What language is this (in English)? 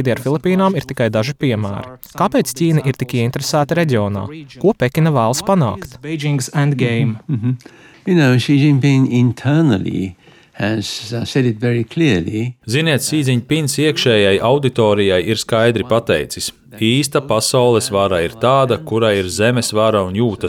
Latvian